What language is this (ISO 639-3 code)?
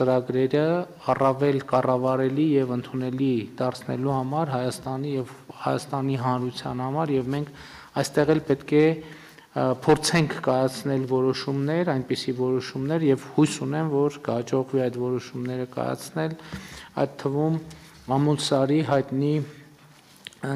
hye